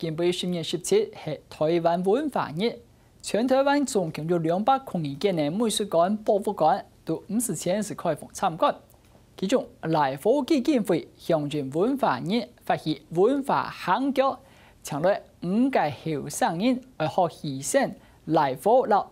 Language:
Hakka Chinese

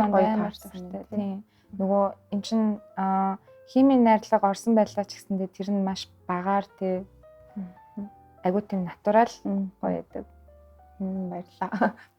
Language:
Mongolian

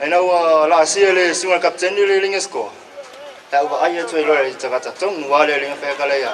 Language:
Samoan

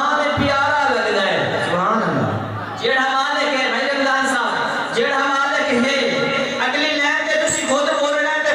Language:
Saraiki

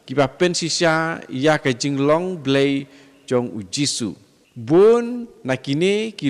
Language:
Khasi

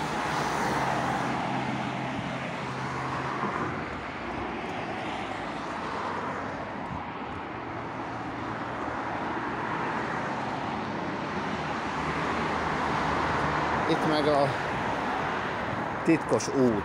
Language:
Hungarian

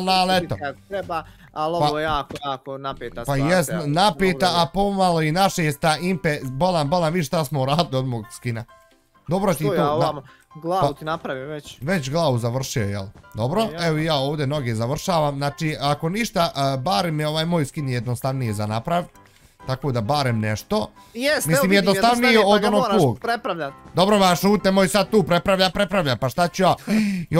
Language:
Bosnian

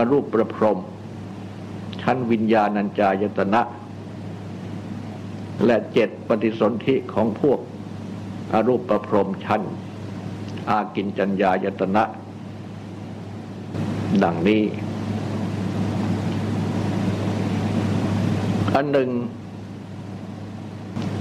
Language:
Thai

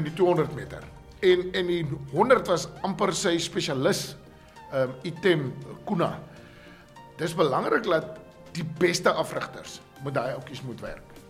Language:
Afrikaans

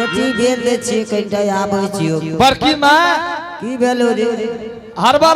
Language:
Angika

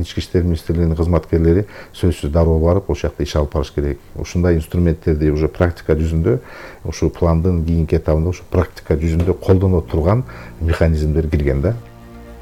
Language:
Kyrgyz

